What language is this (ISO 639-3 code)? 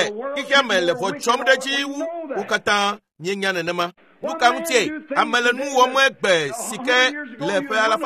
ewe